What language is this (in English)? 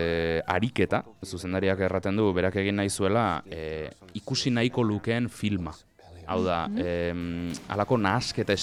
Basque